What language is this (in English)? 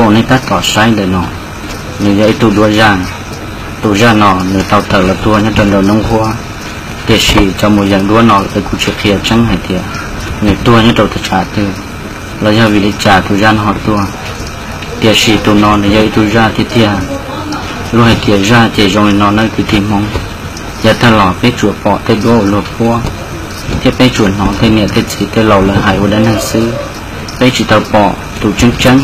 Hmong